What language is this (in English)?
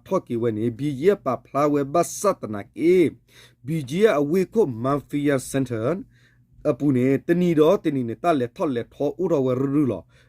S'gaw Karen